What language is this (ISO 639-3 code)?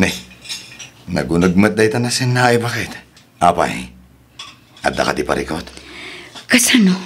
ilo